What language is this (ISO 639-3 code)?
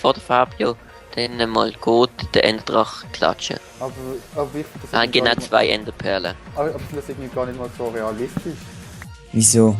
gsw